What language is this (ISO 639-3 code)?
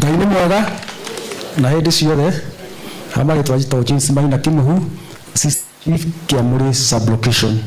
kik